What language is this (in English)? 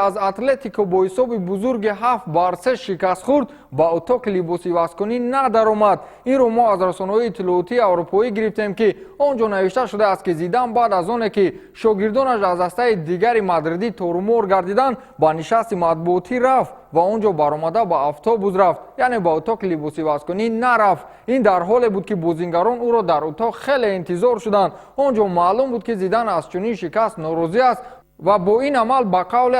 Tajik